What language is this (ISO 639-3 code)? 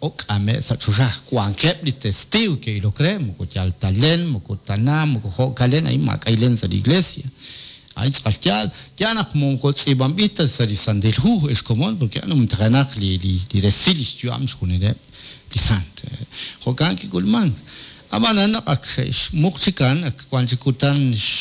kek